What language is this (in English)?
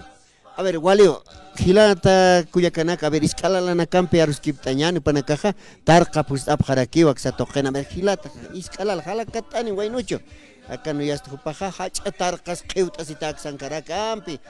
Aymara